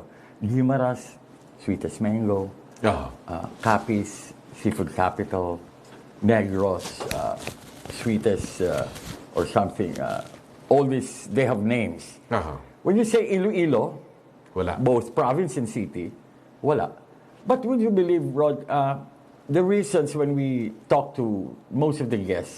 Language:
Hiligaynon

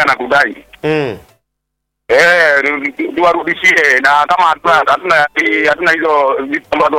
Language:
Swahili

